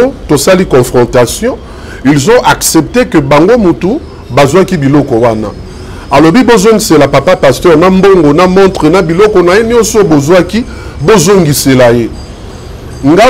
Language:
Lingala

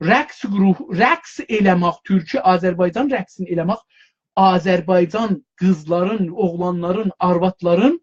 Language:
South Azerbaijani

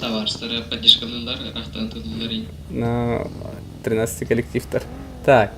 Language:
Yakut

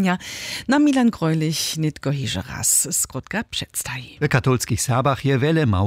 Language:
Upper Sorbian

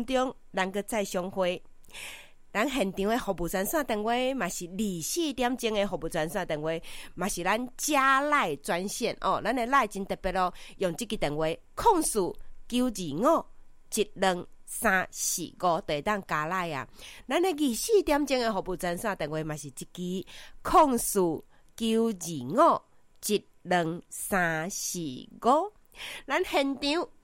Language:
Min Nan Chinese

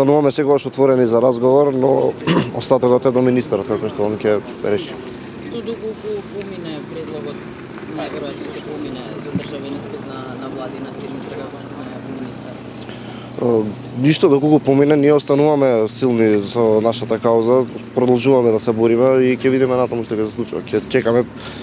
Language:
Macedonian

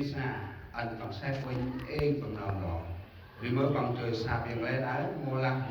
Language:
Central Mnong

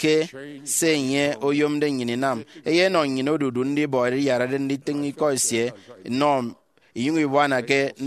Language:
Efik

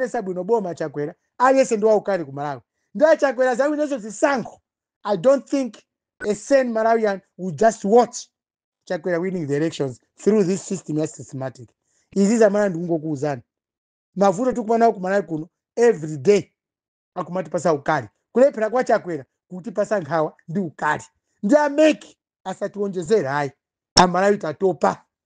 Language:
Nyanja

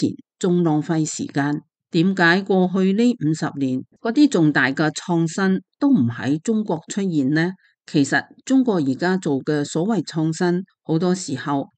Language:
Cantonese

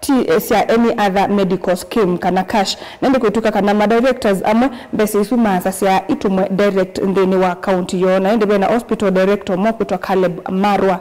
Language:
Kamba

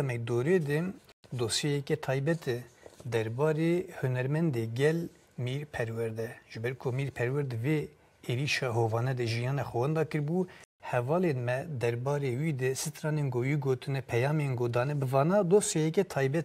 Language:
Kurdish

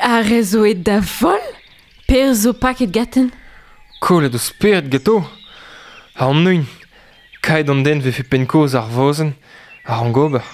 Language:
Breton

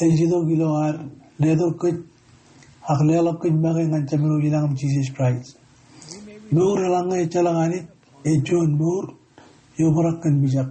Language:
Marshallese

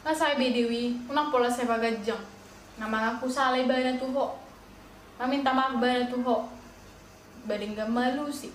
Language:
Batak Toba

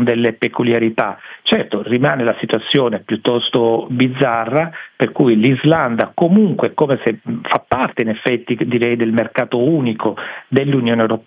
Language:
Italian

